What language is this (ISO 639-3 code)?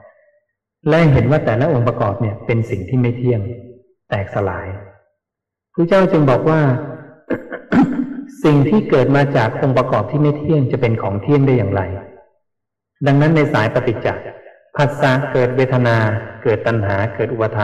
tha